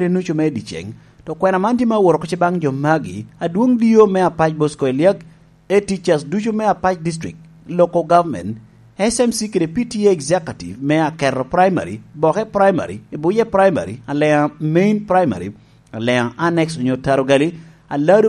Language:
Lango (Uganda)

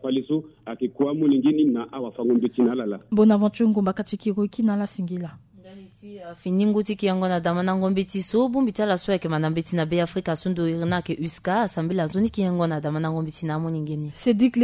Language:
Sango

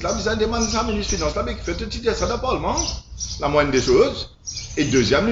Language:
Morisyen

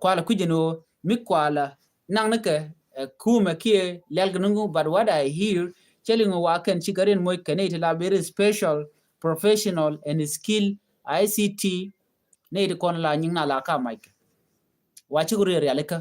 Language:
Nuer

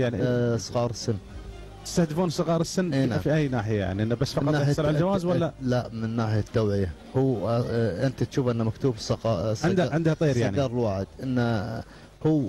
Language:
Gulf Arabic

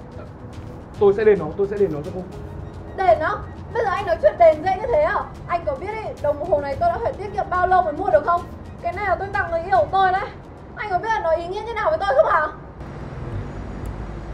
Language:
Vietnamese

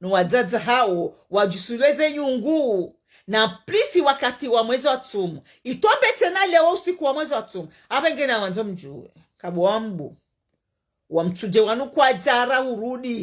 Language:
Ngazidja Comorian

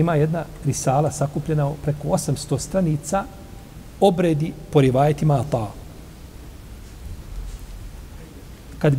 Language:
Bosnian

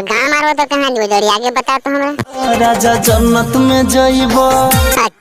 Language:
Magahi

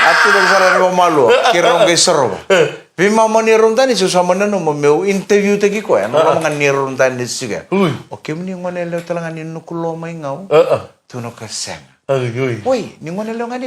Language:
Fijian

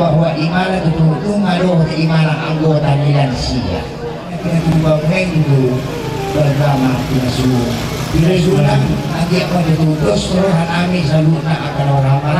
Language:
Batak Toba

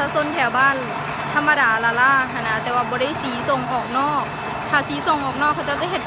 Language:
Lao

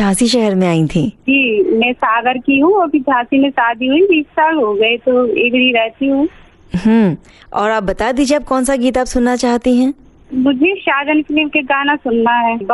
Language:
Hindi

